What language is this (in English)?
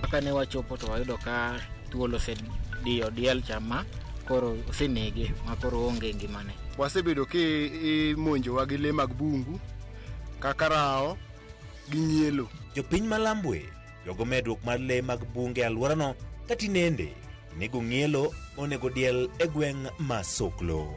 Luo (Kenya and Tanzania)